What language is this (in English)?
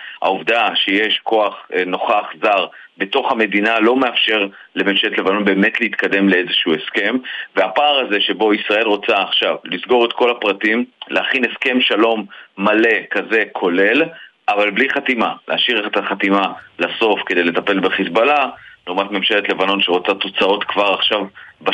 Hebrew